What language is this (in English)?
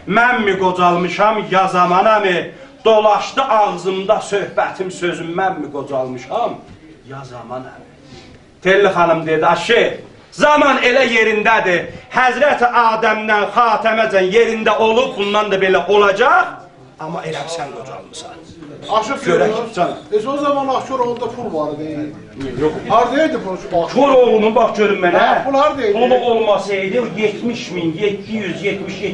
South Azerbaijani